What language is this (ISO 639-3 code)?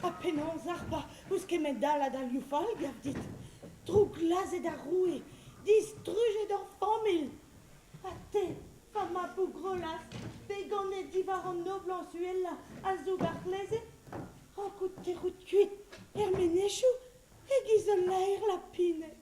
bre